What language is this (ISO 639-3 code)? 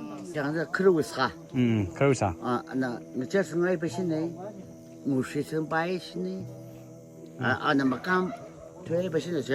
nmf